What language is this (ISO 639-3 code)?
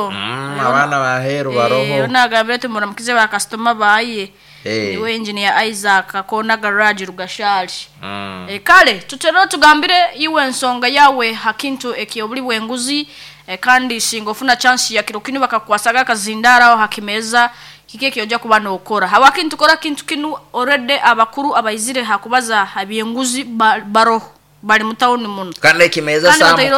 nyo